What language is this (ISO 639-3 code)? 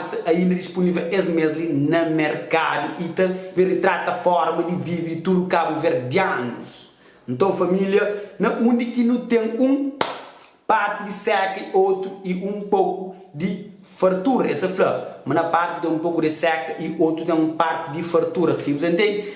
kea